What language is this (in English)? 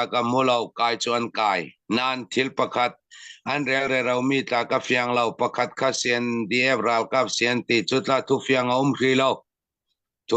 Falam Chin